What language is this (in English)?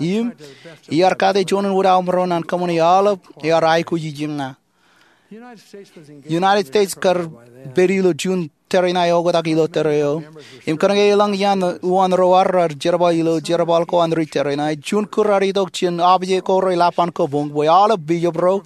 Marshallese